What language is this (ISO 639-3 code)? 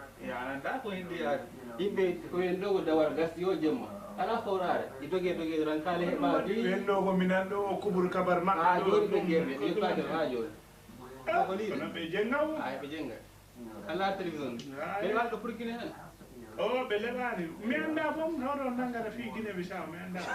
ful